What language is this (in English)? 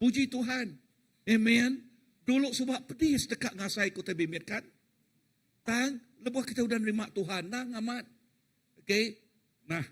Iban